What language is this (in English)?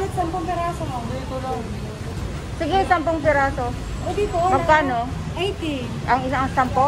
Filipino